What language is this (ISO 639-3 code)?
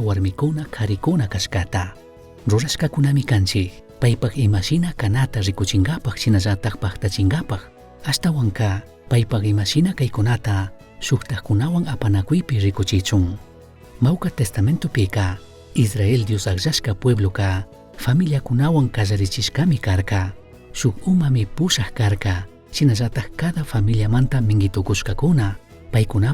qug